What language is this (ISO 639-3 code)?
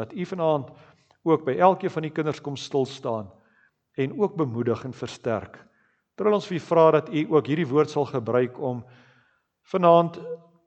afr